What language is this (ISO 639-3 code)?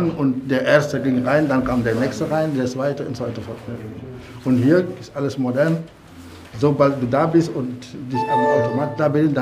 deu